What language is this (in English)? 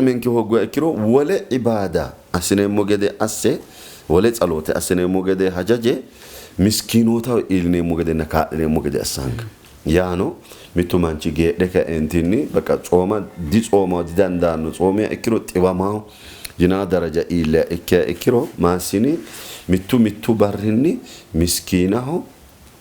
Sidamo